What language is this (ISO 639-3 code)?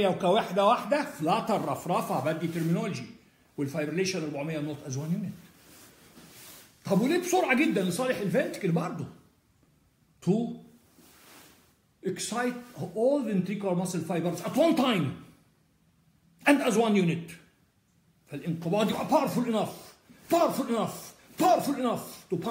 arz